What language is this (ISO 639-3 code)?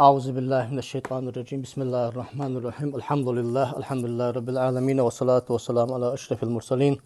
inh